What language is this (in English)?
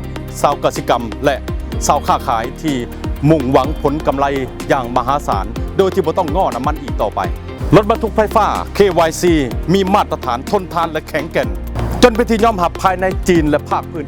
Lao